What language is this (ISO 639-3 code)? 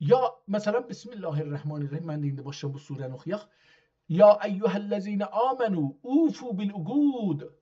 azb